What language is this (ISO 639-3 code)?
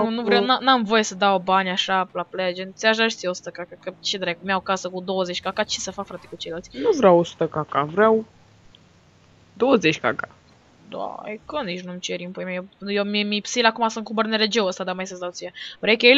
ron